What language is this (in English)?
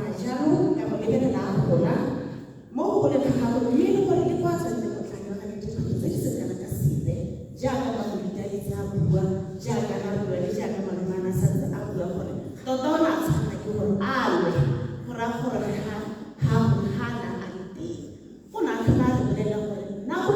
Tswana